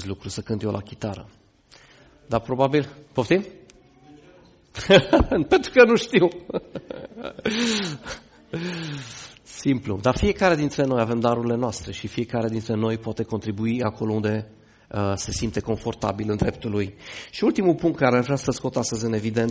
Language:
Romanian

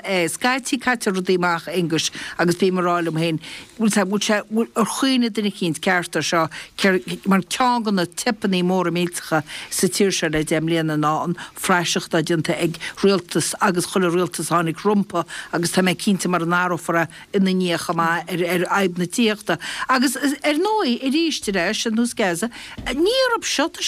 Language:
Irish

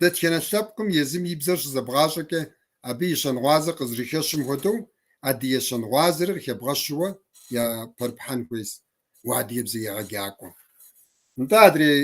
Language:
Kabardian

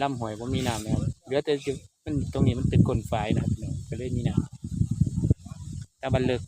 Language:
Northeastern Thai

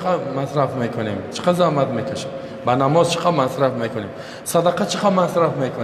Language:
Persian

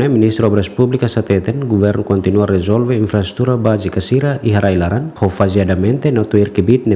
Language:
Tetum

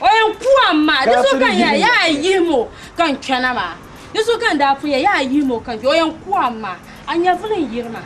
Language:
Dagbani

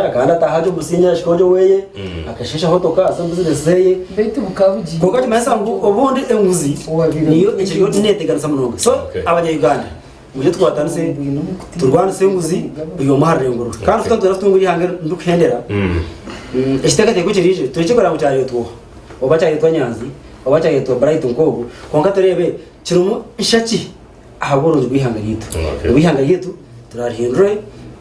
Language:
Nyankole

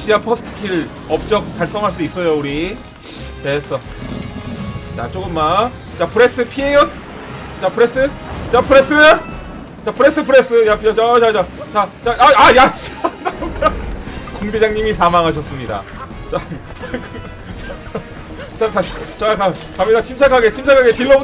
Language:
Korean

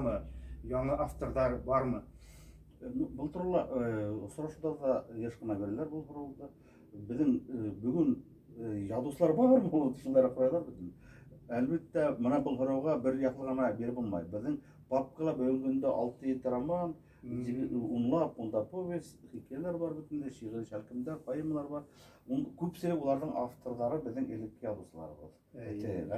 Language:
Bashkir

